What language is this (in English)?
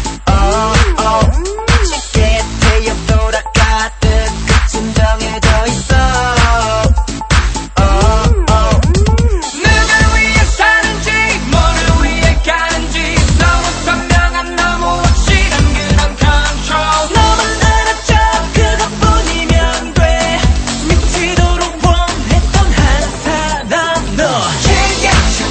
Korean